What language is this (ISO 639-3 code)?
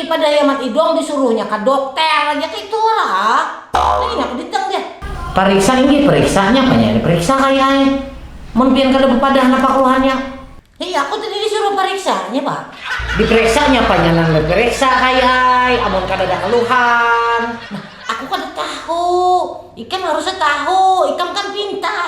bjn